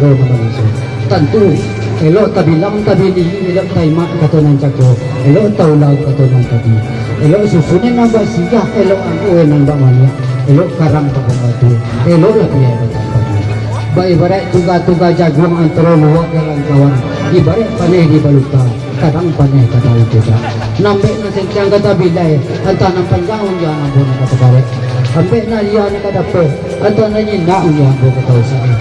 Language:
Minangkabau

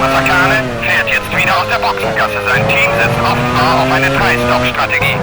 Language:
Bavarian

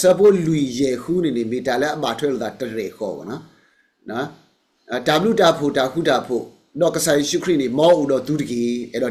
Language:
S'gaw Karen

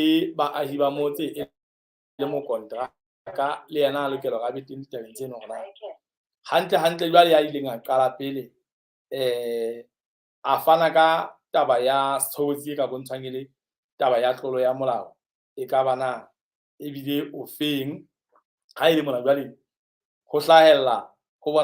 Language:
Southern Sotho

